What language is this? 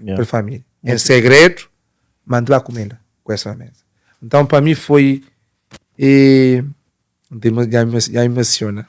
Kabuverdianu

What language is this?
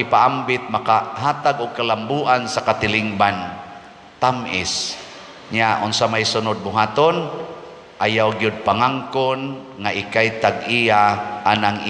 Cebuano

